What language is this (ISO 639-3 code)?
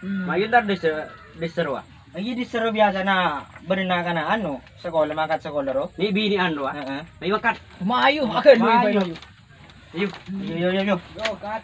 mad